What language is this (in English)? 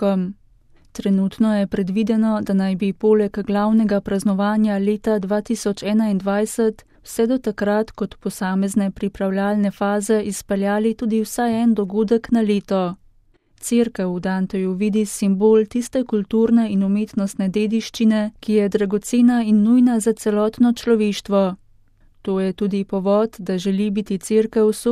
Slovenian